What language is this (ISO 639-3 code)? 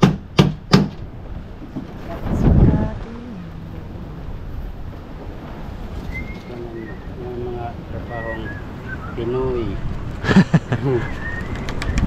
fil